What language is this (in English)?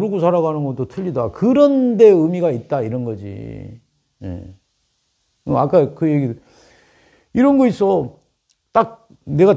Korean